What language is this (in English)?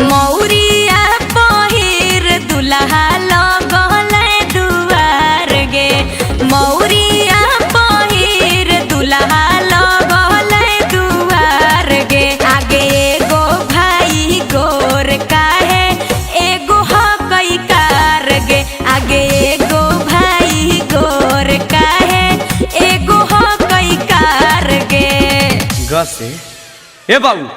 Magahi